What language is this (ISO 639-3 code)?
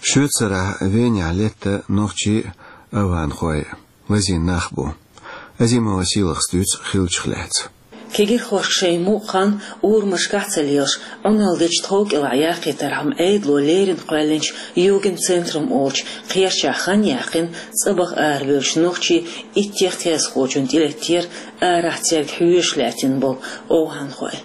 che